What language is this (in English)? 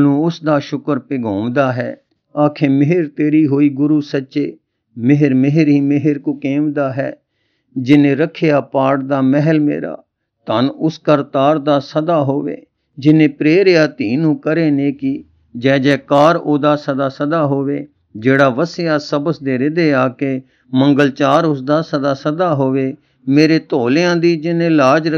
Punjabi